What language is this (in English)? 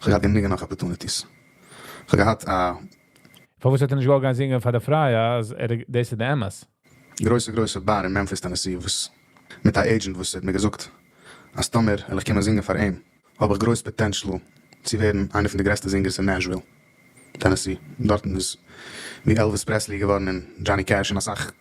Yiddish